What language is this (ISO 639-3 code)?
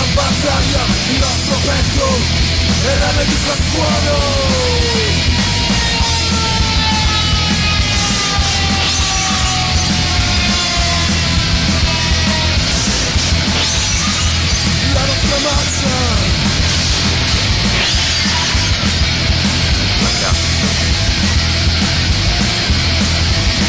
ita